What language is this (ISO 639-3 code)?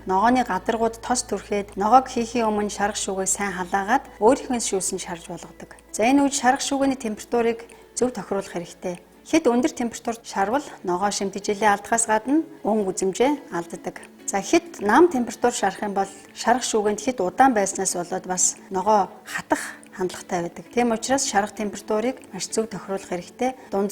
mon